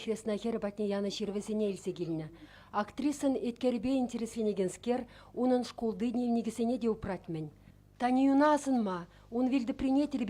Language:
Chuvash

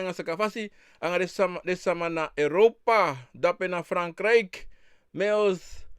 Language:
Sranan Tongo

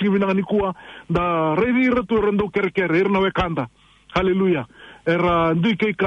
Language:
Fijian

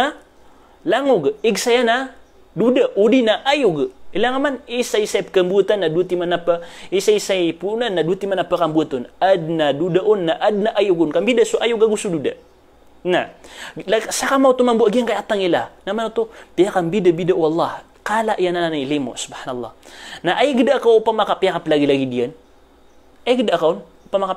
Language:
Maranao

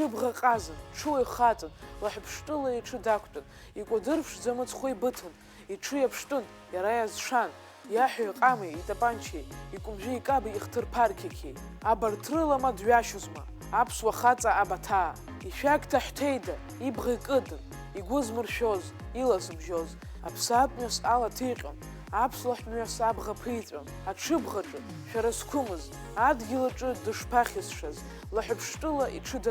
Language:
Abkhazian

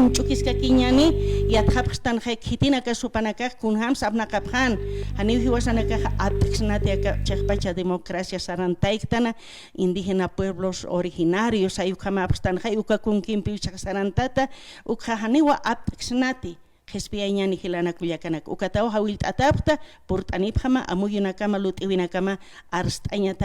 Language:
Aymara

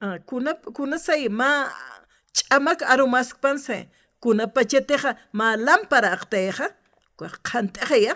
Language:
Aymara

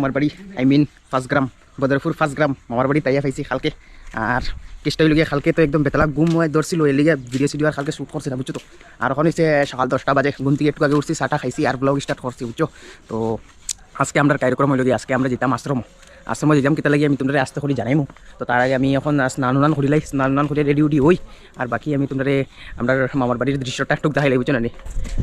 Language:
Sylheti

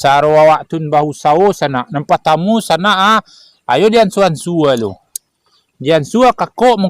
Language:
Minangkabau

